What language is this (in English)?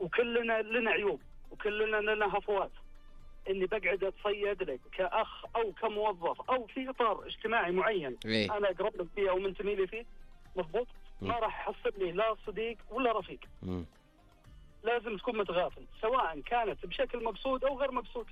Najdi Arabic